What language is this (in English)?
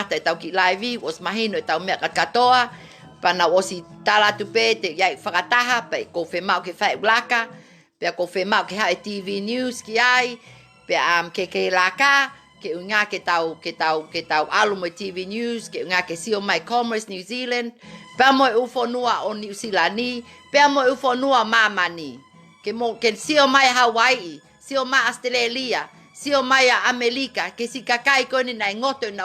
Tongan